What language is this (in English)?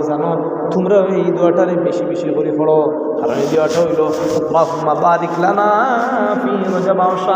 Sylheti